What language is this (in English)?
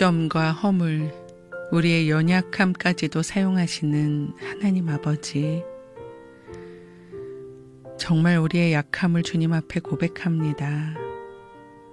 Korean